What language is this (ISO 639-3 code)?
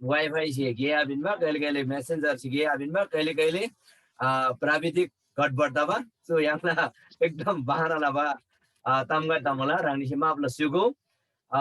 taj